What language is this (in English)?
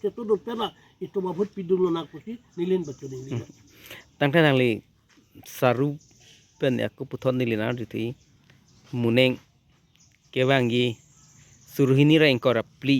Karbi